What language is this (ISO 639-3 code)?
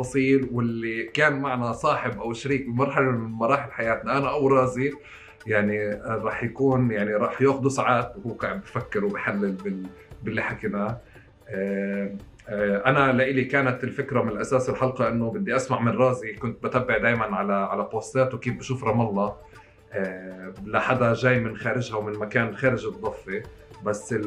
apc